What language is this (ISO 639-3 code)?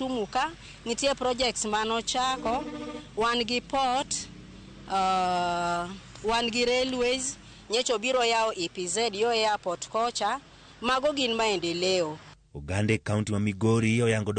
luo